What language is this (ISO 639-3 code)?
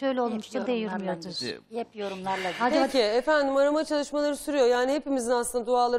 tur